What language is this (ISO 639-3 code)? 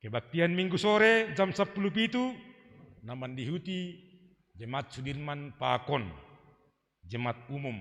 bts